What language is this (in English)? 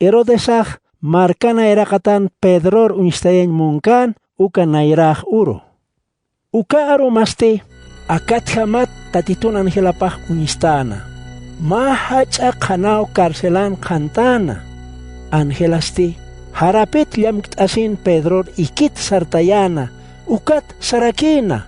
Aymara